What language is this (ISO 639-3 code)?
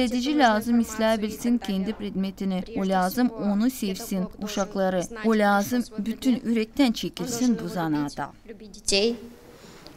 gag